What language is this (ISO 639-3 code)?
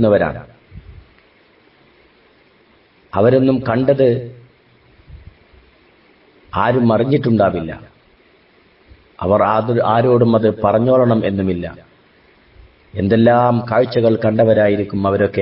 mal